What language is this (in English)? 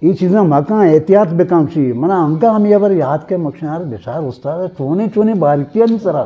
Eastern Balochi